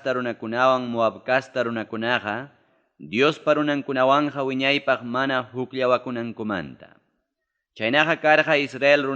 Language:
Ayacucho Quechua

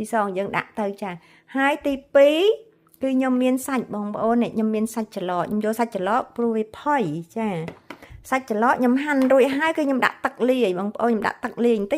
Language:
Khmer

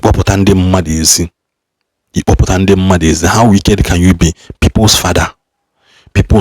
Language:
Igbo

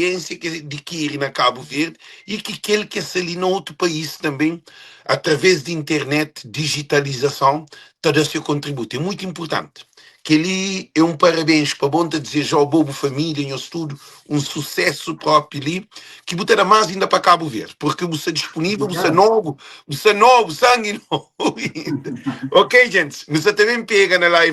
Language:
Kabuverdianu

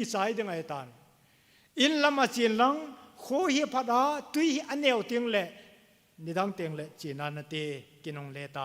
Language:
Thado Chin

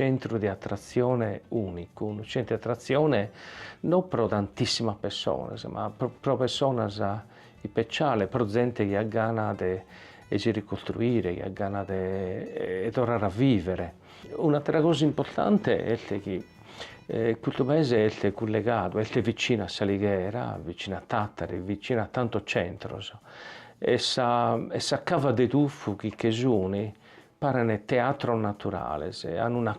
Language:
Sardinian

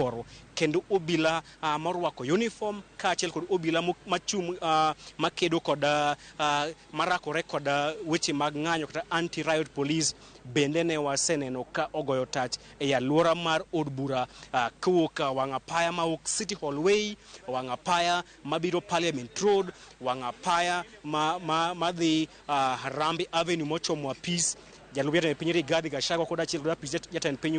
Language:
Luo (Kenya and Tanzania)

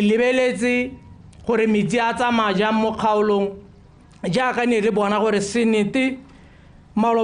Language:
Tswana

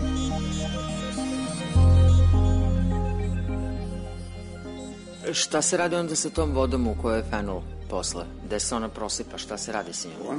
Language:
Serbian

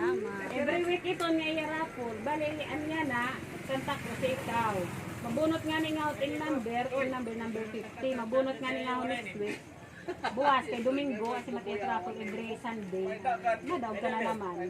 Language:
Waray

